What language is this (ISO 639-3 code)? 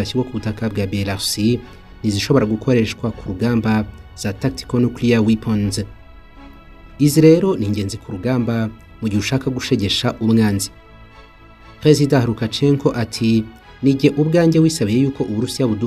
kin